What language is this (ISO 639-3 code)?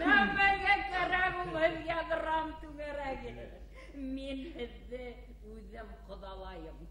bak